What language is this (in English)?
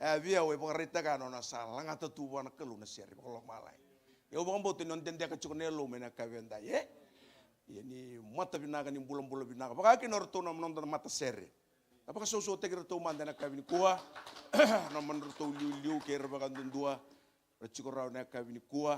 Fijian